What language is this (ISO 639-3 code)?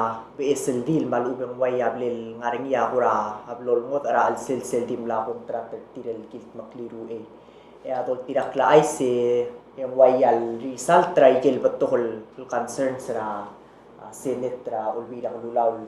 pau